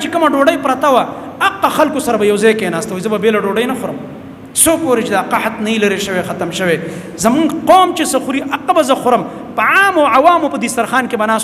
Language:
Pashto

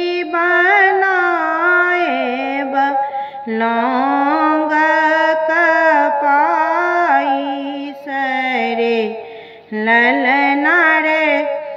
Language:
Bhojpuri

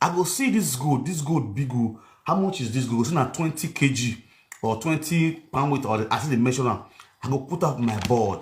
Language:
Nigerian Pidgin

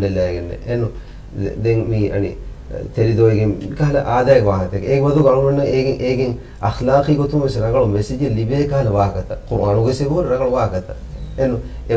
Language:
Divehi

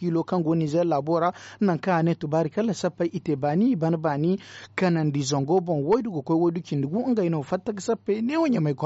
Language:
Zarma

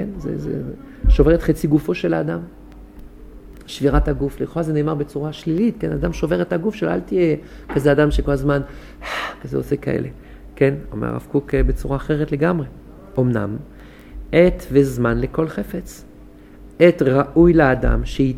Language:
Hebrew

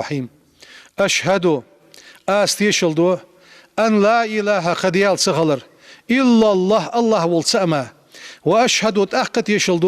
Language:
Ingush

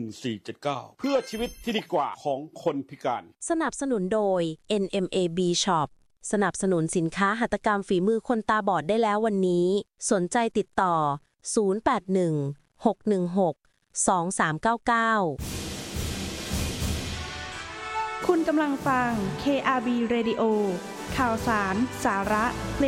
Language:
Thai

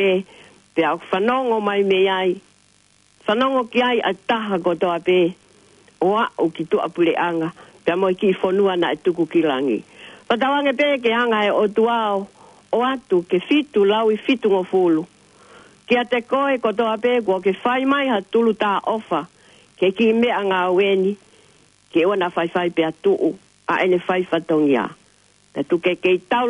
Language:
Tongan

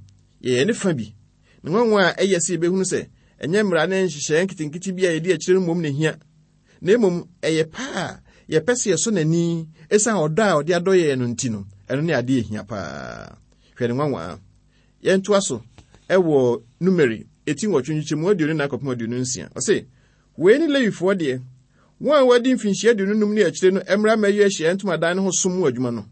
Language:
Akan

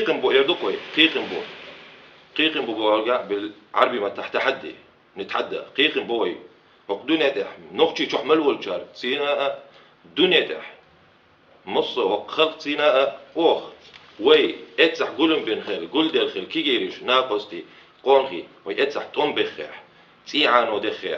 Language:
Chechen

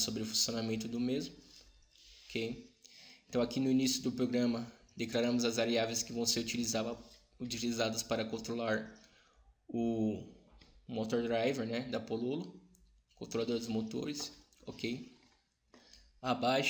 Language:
Portuguese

